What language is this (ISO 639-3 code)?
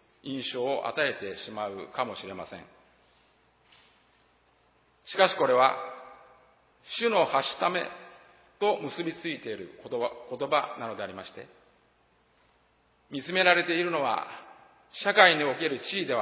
jpn